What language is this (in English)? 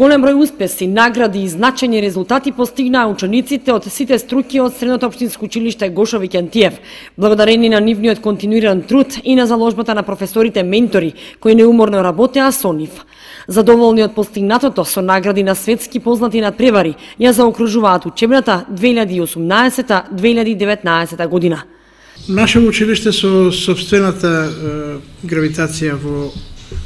Macedonian